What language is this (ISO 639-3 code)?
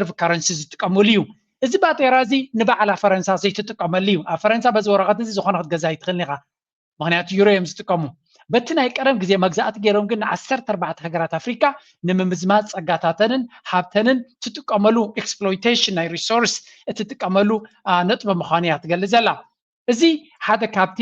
tir